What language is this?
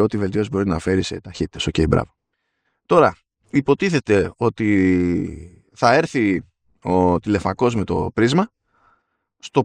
Greek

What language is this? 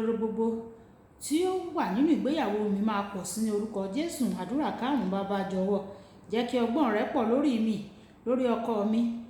Yoruba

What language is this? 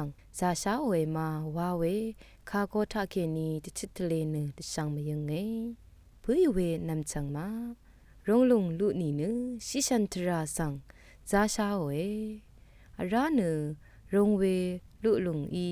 Rawang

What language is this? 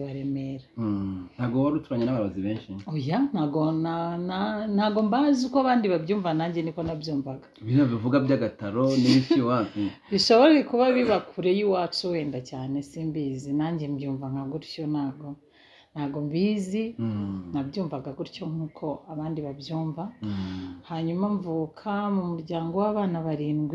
Kinyarwanda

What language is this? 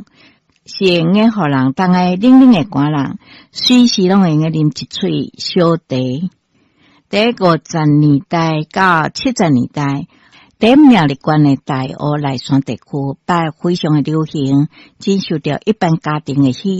Min Nan Chinese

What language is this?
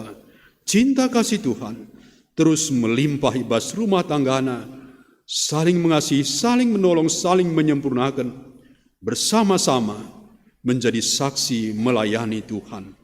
Batak Karo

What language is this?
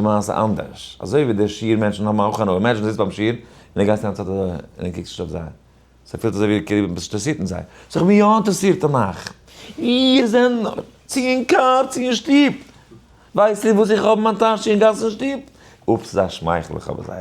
Yiddish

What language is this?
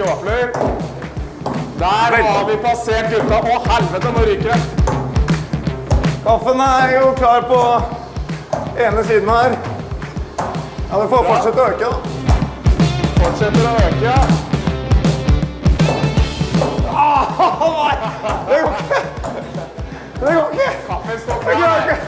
Norwegian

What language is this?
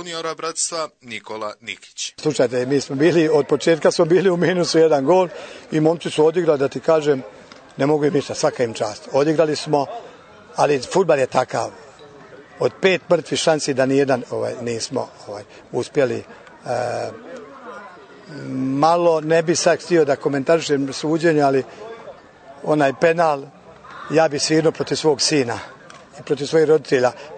Bosnian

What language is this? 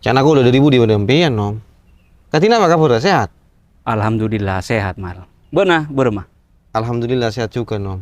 Madurese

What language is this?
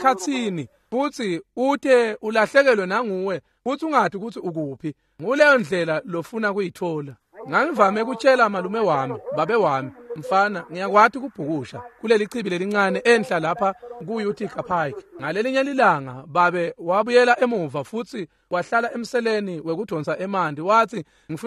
Swati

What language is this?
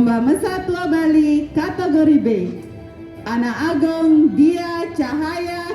Balinese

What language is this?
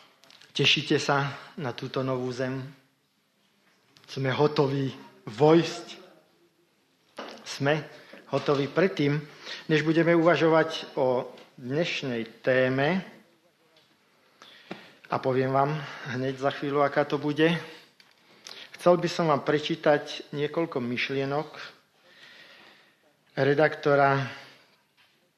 Slovak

